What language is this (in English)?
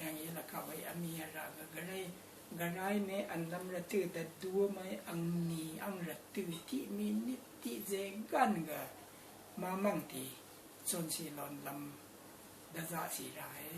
Rawang